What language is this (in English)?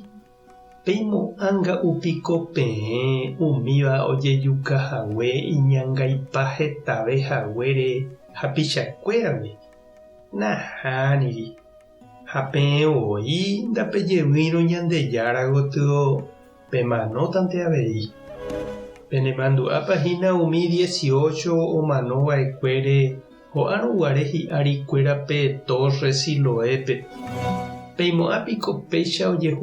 Guarani